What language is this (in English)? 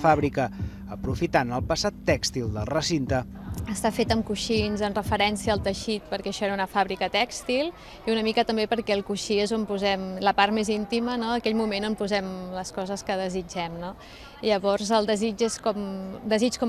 Catalan